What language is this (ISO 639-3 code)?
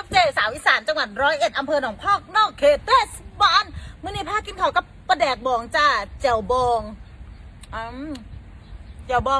tts